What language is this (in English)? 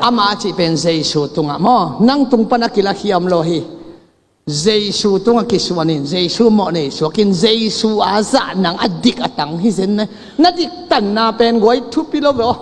Tedim Chin